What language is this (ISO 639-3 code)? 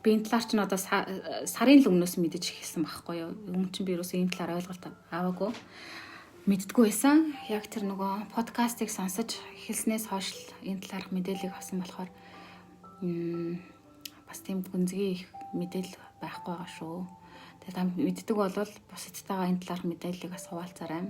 mon